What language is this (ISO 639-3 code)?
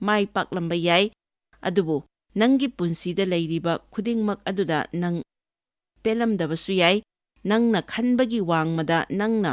mni